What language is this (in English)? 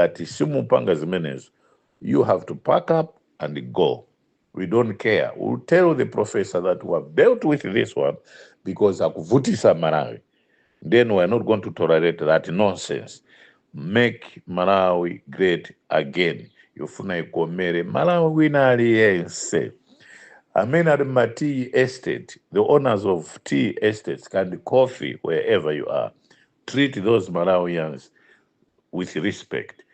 Nyanja